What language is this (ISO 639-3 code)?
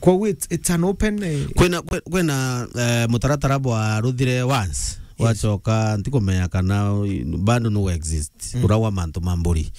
mer